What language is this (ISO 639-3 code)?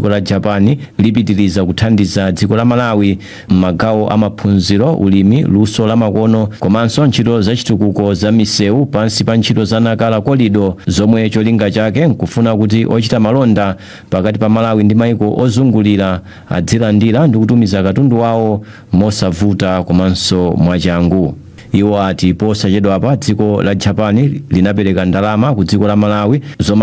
nya